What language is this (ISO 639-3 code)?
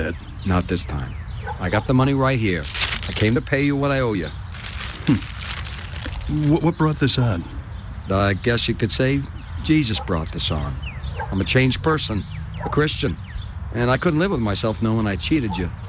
eng